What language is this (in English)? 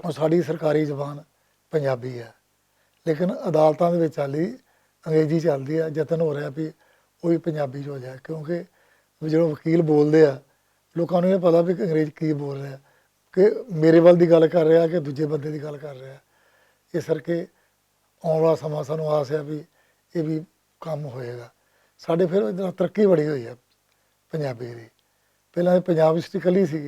Western Panjabi